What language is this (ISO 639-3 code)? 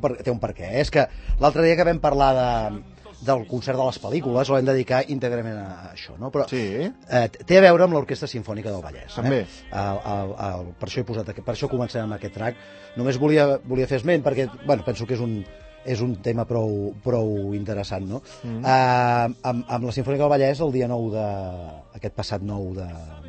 cat